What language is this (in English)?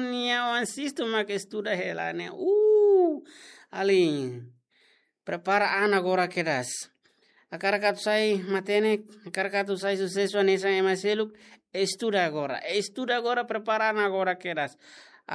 Tetum